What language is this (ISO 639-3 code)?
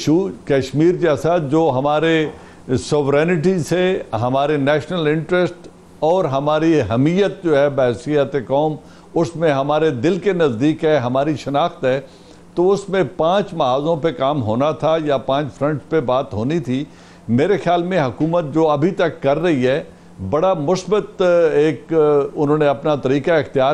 urd